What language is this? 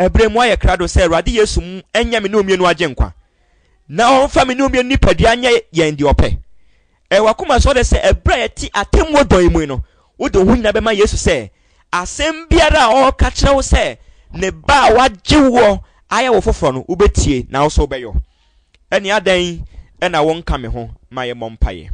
Akan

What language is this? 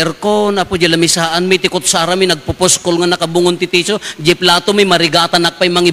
Iloko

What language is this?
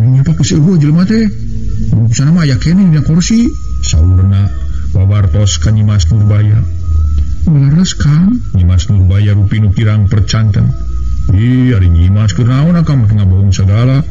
Sundanese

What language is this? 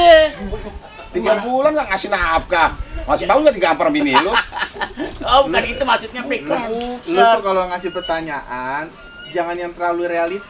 Betawi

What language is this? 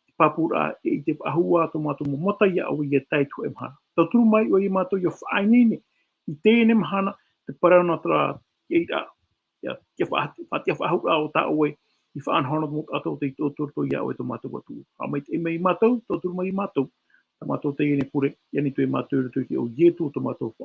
Tahitian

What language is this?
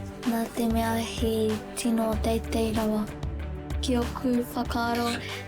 Māori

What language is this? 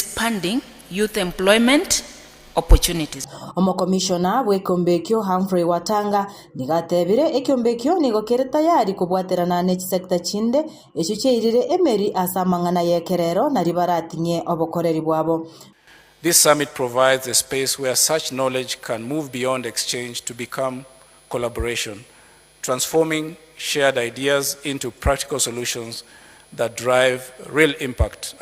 Gusii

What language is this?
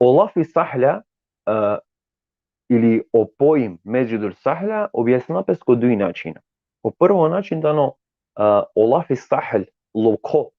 Balkan Romani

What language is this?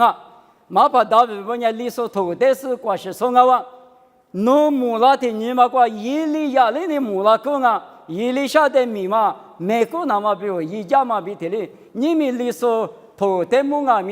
Lisu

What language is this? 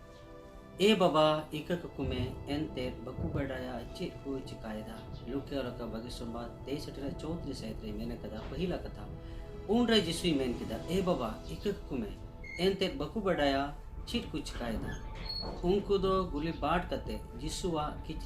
Santali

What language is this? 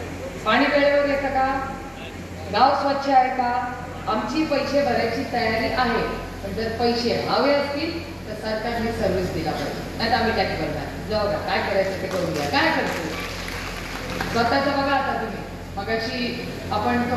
Marathi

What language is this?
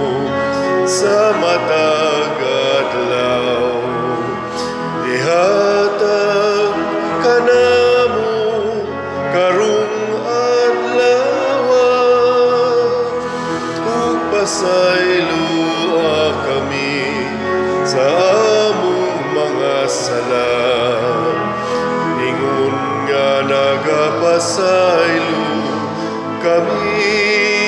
Cebuano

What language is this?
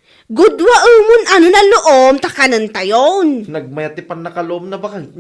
Iloko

